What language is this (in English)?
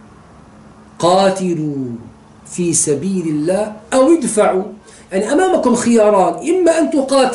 Arabic